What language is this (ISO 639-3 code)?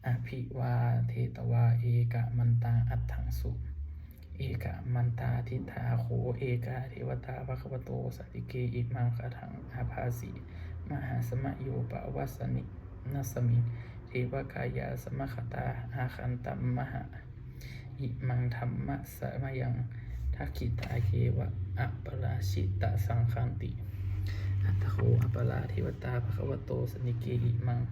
pli